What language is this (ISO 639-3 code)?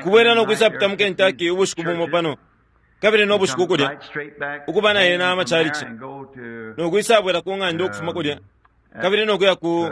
bem